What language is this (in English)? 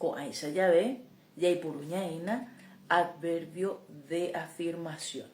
Guarani